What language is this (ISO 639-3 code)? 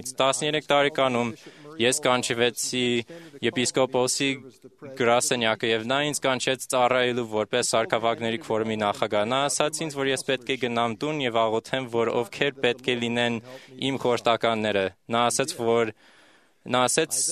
hye